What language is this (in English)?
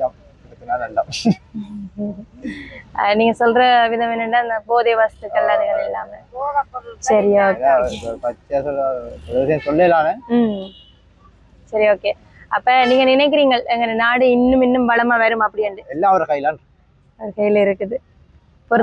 Tamil